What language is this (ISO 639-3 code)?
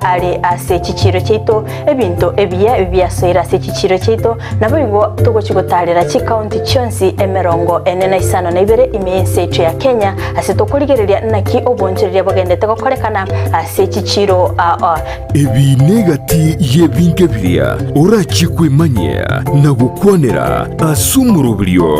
guz